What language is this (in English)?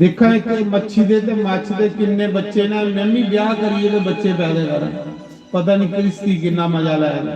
Dogri